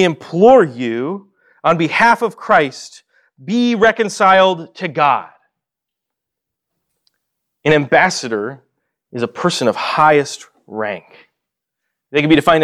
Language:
English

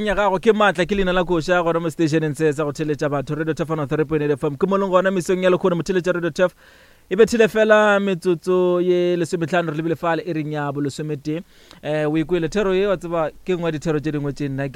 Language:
Northern Sotho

